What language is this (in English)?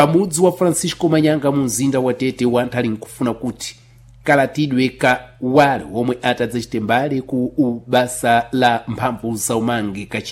Sena